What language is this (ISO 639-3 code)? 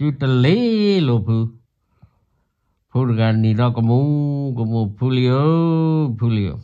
ksw